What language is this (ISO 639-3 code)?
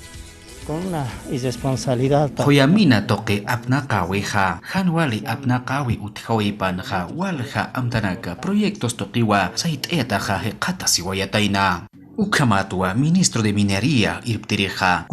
aym